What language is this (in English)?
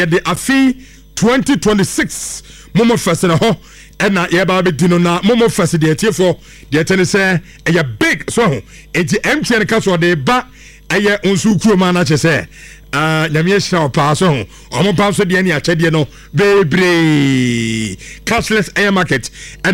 Akan